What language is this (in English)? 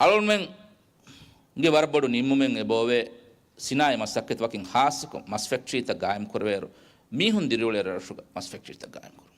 Divehi